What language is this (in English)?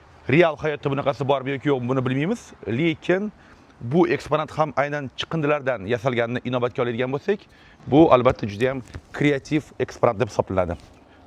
Uzbek